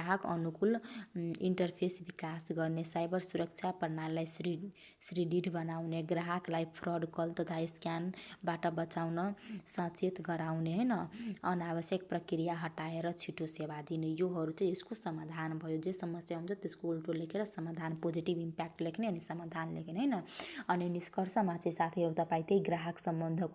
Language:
Nepali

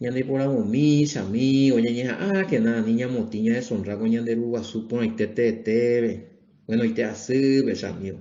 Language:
Guarani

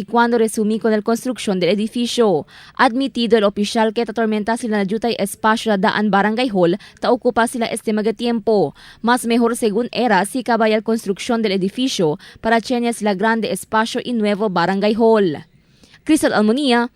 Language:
Chavacano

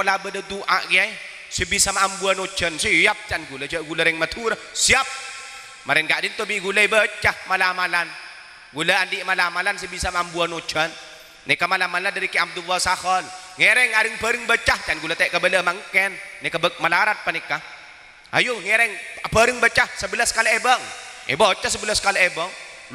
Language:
Madurese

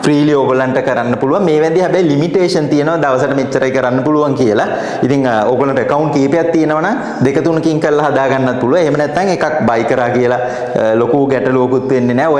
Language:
Sinhala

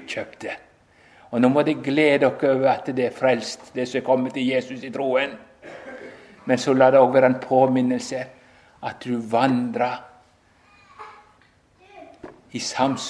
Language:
Norwegian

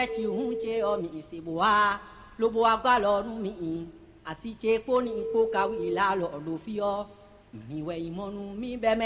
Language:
Fon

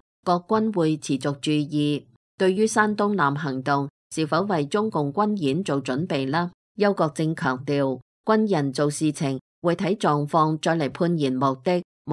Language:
Cantonese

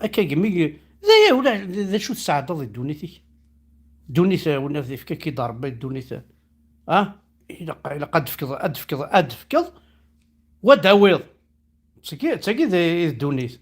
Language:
Kabyle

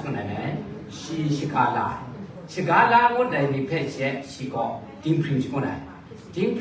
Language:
Kachin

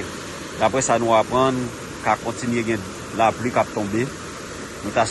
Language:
Haitian Creole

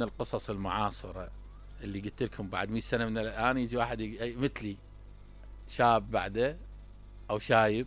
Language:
Mesopotamian Arabic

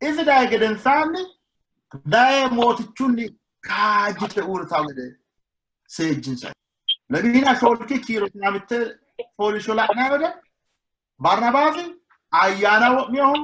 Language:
Sidamo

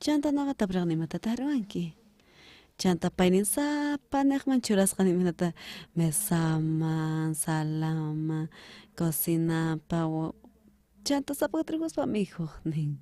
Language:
South Bolivian Quechua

